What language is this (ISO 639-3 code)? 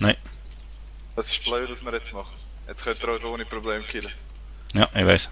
gsw